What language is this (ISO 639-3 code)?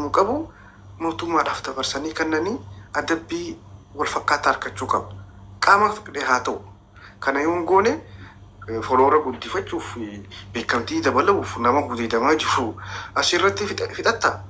orm